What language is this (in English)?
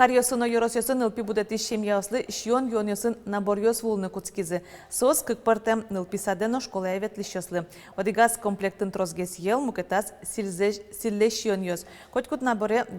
Udmurt